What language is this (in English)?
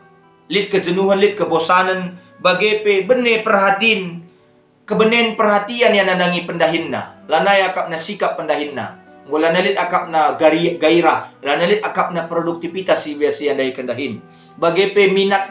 Batak Karo